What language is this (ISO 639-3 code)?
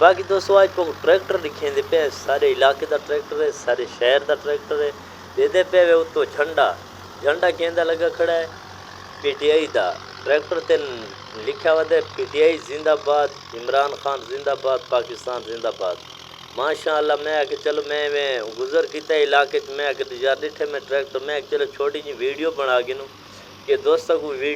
skr